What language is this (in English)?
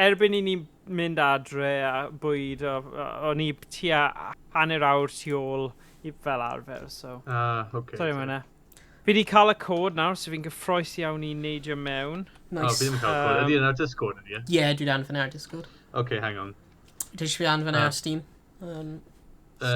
Welsh